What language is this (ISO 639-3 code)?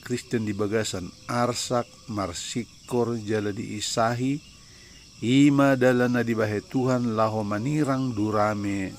bbc